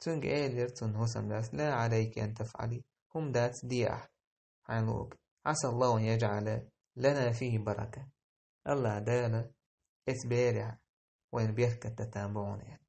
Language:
Chechen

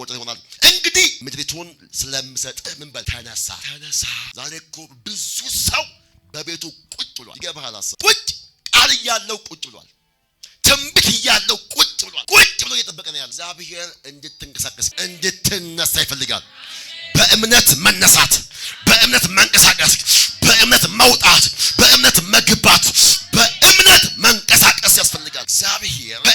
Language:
Amharic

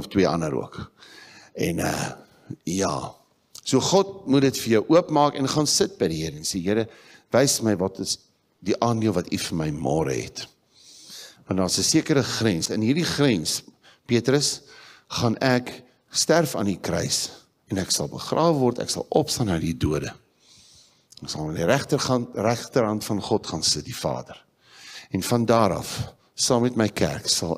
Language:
Afrikaans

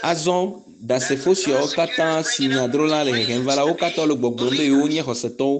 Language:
Ewe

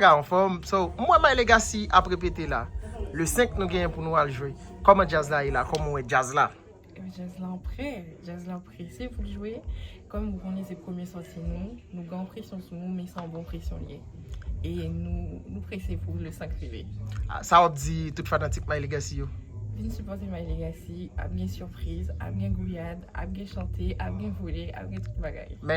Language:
Haitian Creole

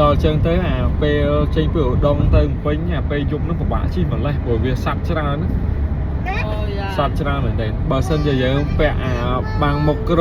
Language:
Khmer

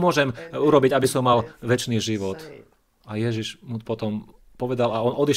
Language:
Slovak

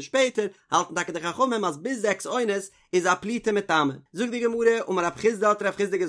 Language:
Yiddish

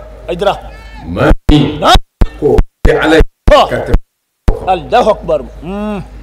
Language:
Bambara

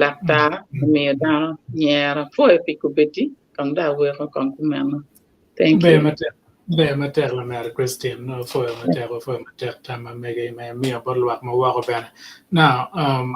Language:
Acoli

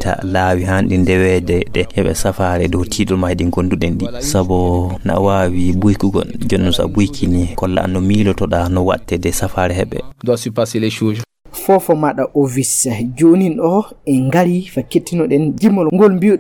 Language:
Fula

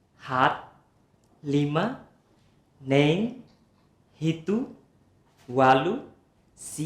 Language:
Tetum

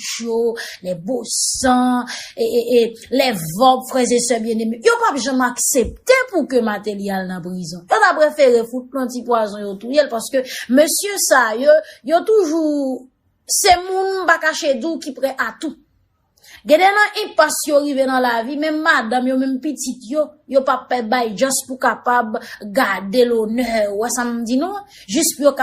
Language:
Haitian Creole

